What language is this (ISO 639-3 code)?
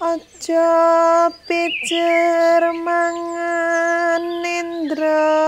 jav